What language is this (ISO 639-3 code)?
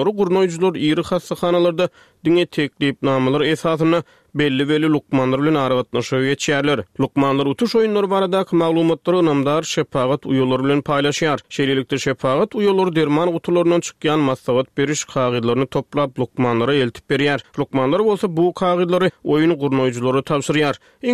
tuk